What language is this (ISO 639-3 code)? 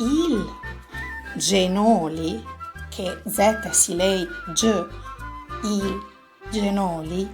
fur